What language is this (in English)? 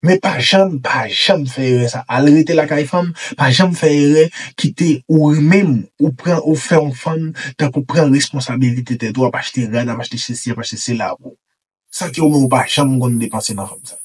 Haitian Creole